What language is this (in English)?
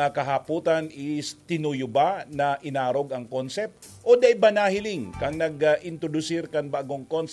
Bikol